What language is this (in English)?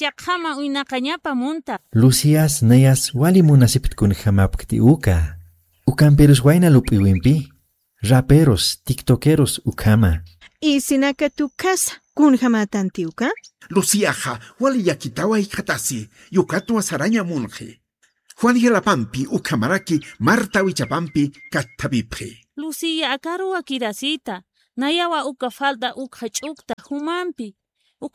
Aymara